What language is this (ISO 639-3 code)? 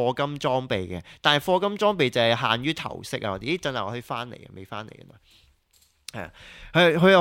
yue